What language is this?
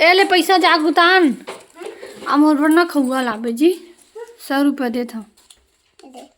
Chhattisgarhi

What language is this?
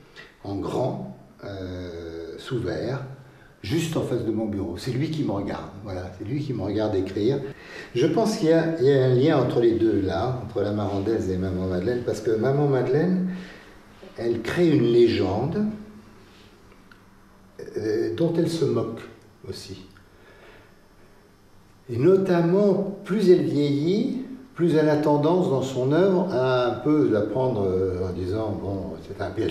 French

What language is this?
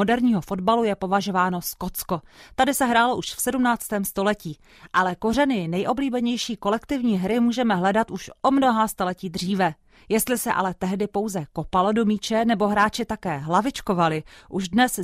Czech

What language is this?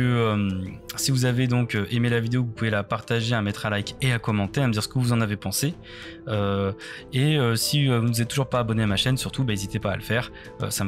French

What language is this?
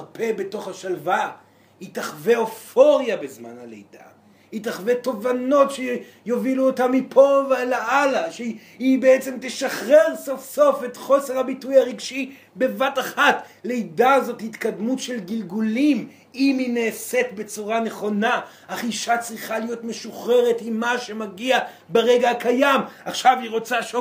Hebrew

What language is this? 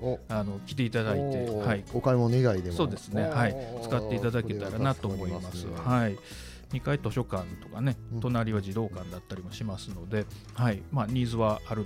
Japanese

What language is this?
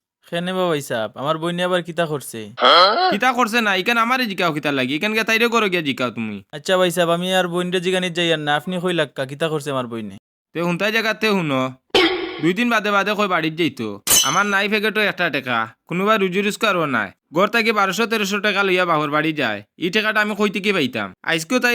Sylheti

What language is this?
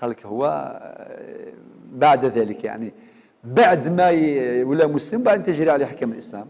Algerian Arabic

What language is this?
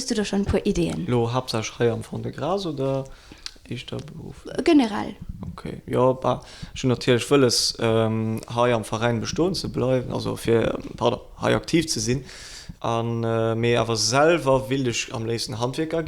Luxembourgish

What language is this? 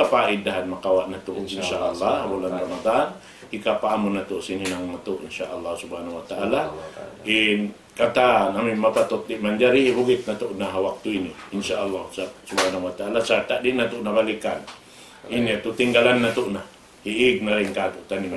Tausug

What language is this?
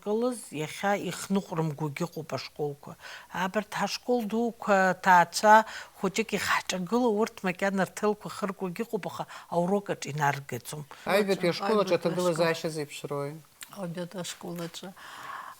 Abkhazian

